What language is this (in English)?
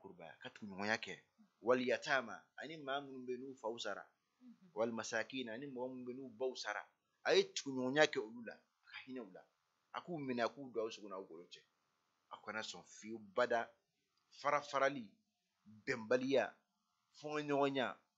Bambara